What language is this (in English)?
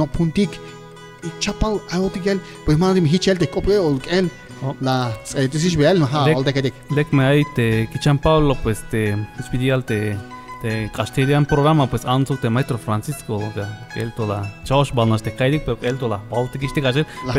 Tzeltal